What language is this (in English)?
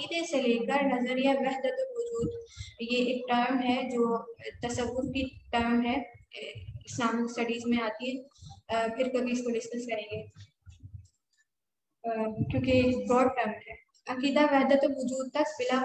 Urdu